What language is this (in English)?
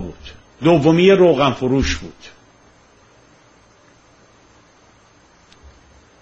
Persian